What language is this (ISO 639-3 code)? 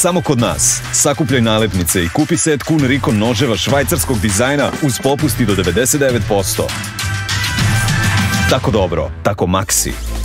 srp